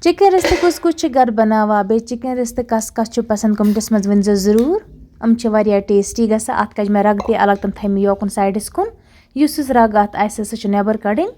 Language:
Kashmiri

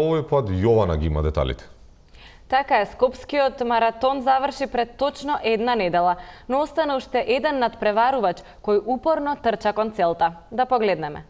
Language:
Macedonian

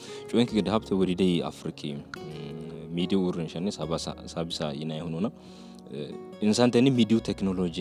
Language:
Sidamo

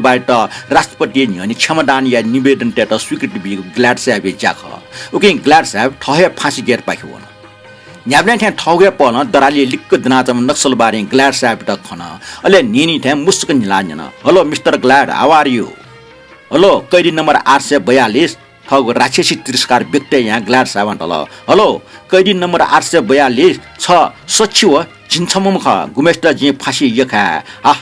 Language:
Newari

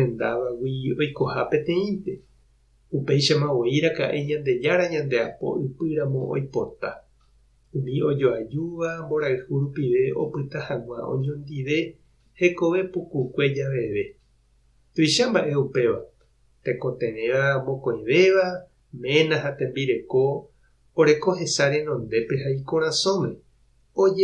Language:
Guarani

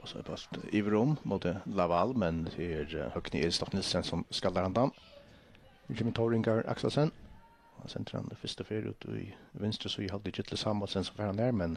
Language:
Faroese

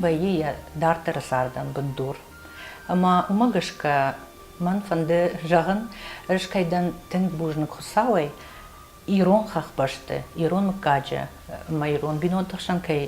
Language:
Ossetic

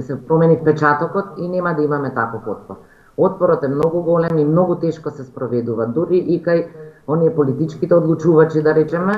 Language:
Macedonian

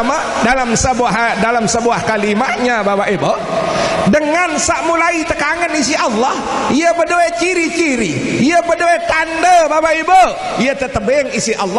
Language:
Sasak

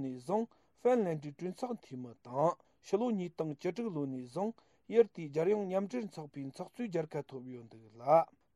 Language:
Tibetan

